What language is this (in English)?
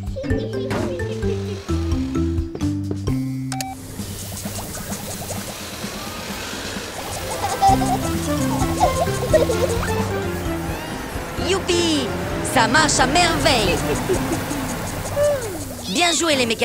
French